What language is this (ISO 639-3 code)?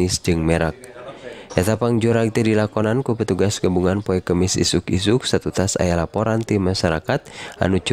sun